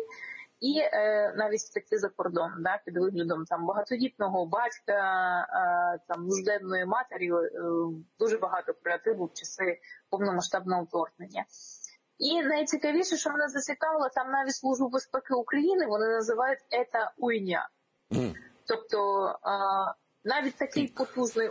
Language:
Ukrainian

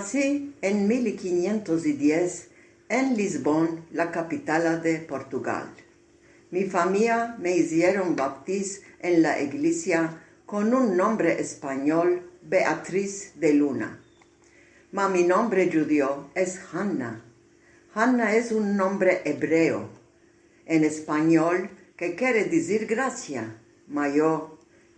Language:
Ladino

